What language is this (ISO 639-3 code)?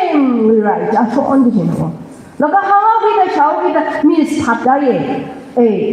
nmf